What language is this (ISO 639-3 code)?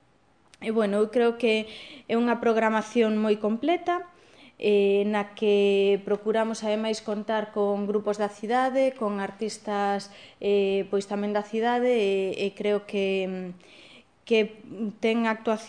glg